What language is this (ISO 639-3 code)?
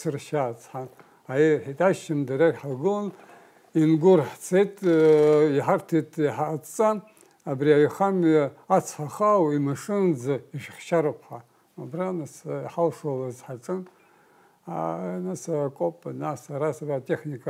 abk